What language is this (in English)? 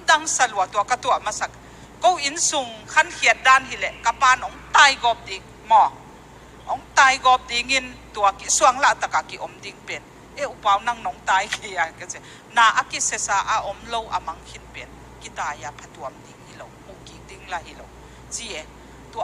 Tedim Chin